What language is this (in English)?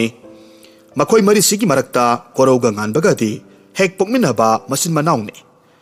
Manipuri